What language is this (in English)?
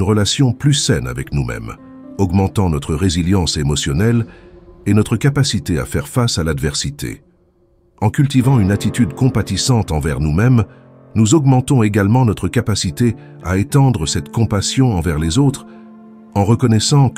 French